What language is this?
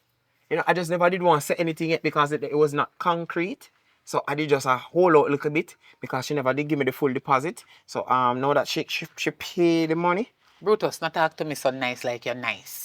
Jamaican Creole English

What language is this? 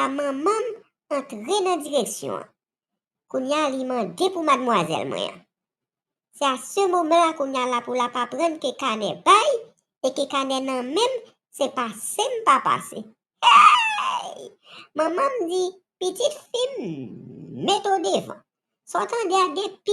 Haitian Creole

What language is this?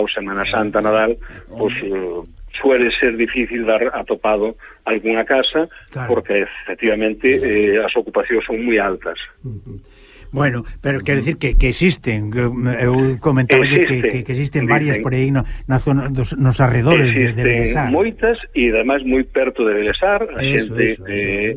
Galician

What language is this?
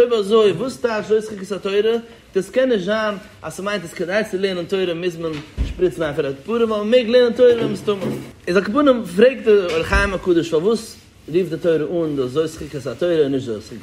Yiddish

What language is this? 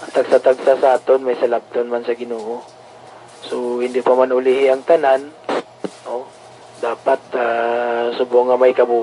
Hiligaynon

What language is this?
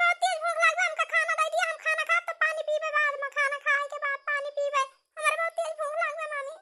Awadhi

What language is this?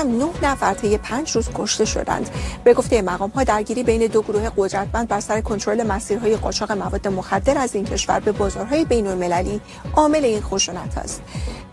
Persian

